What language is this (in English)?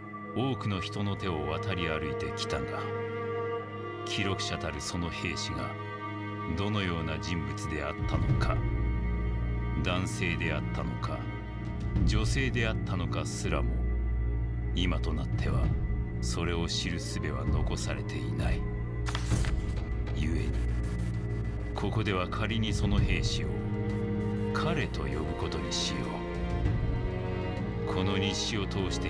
Japanese